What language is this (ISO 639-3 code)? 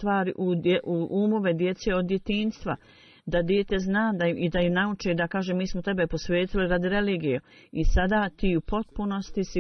bos